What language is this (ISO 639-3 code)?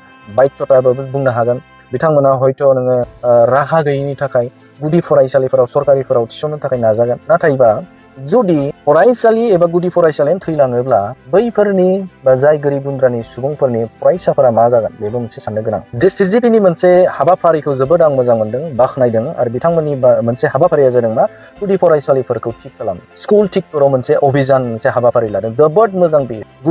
brx